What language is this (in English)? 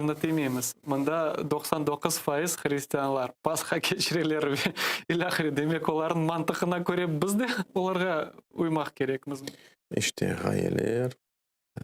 Crimean Tatar